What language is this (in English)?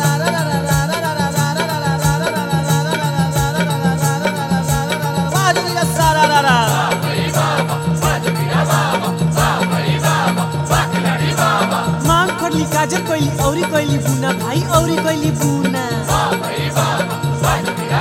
Bhojpuri